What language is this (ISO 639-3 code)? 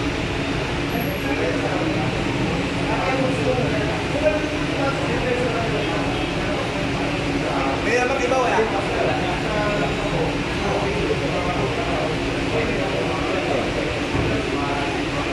fil